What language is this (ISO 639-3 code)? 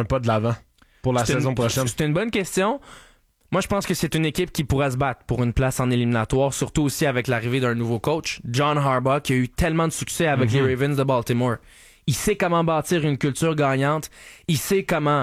fra